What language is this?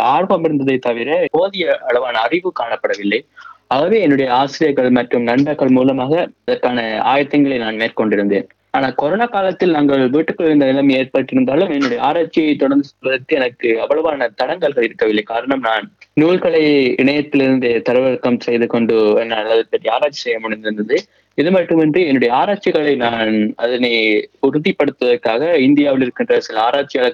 Tamil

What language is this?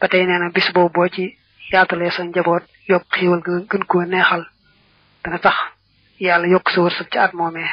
Wolof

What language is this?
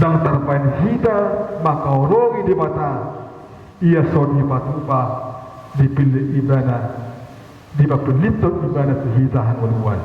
Batak Toba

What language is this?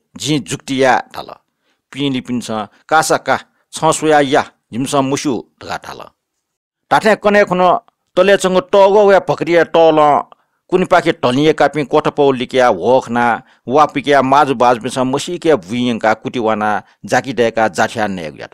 Newari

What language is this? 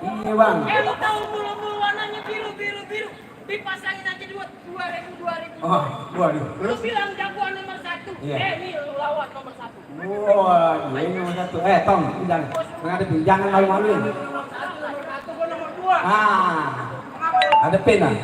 Betawi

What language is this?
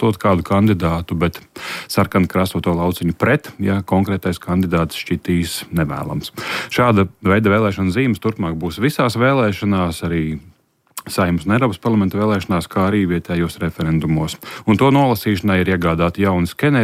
Latvian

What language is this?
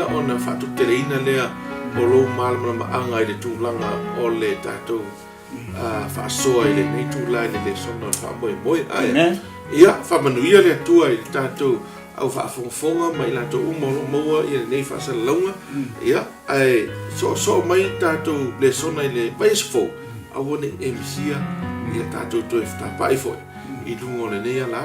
Samoan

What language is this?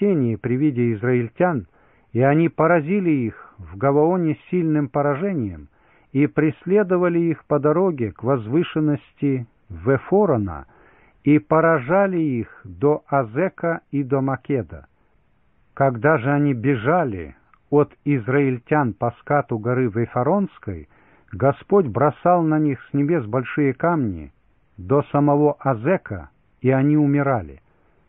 Russian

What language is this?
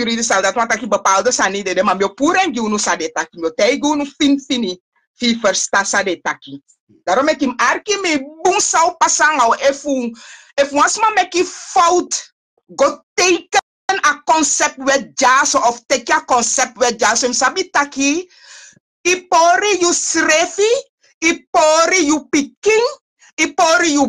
Sranan Tongo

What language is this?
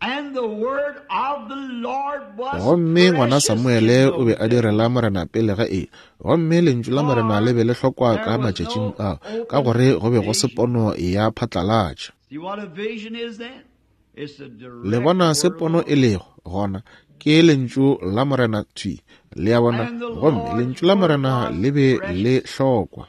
Northern Sotho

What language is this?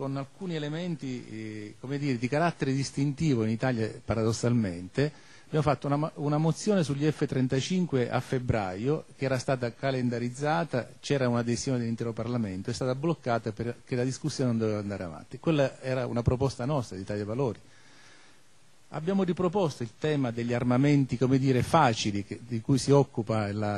Italian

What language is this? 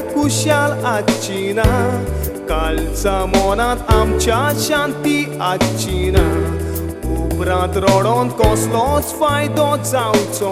Konkani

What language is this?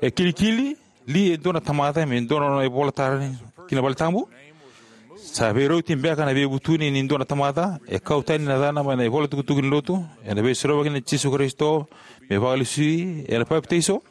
Fijian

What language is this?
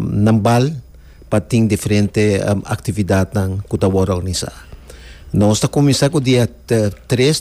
Papiamento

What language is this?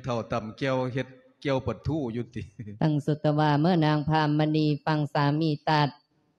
Lao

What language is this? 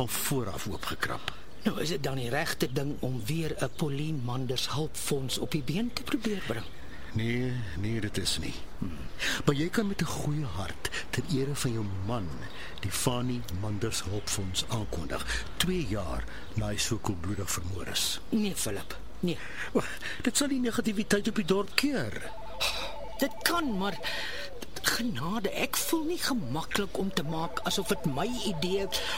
Afrikaans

